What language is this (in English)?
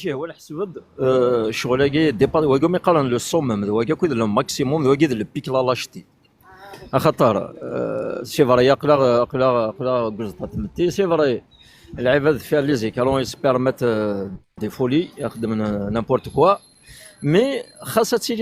Kabyle